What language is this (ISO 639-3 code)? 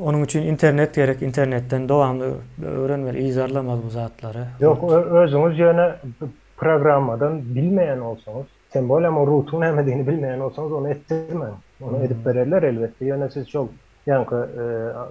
tuk